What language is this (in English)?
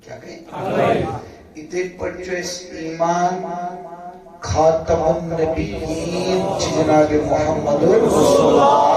Kashmiri